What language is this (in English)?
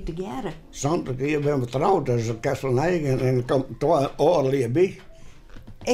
Western Frisian